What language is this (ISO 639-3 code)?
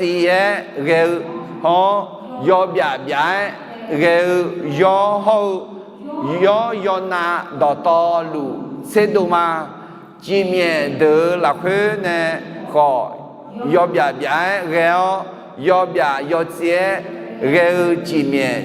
ahk